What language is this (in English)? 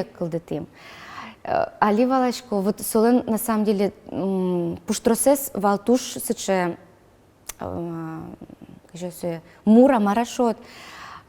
Udmurt